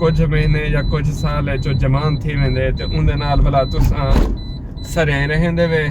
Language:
Saraiki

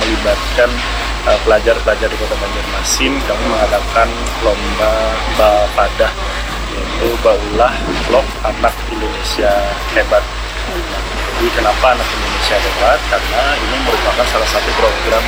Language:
Indonesian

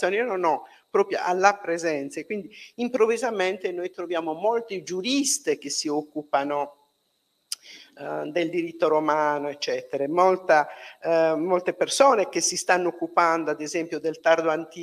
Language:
Italian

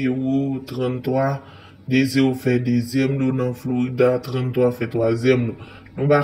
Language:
Haitian Creole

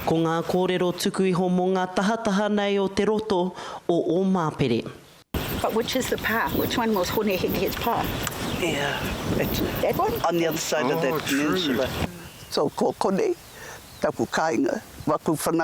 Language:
Māori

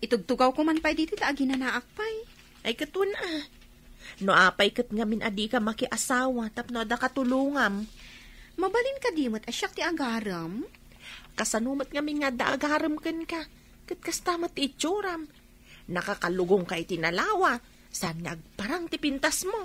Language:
Iloko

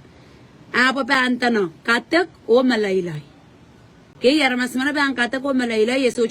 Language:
Pohnpeian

